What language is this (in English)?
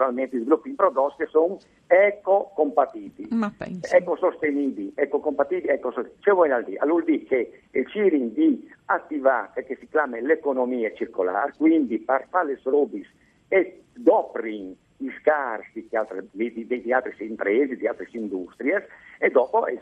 Friulian